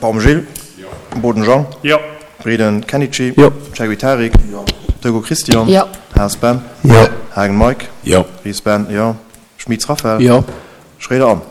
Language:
Luxembourgish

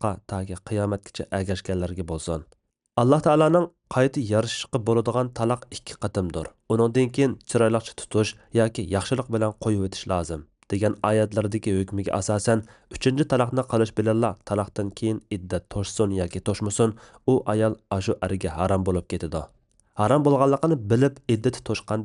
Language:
Uyghur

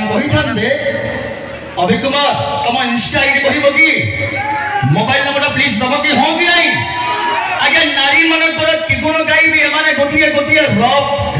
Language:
Odia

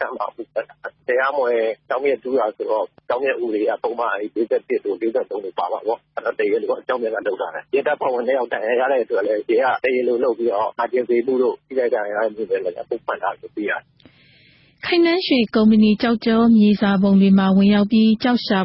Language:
Burmese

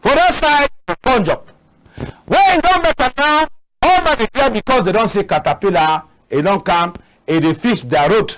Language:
Cameroon Pidgin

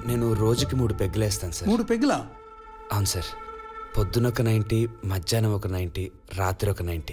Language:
Telugu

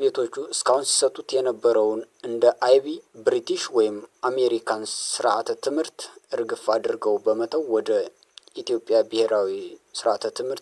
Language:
Amharic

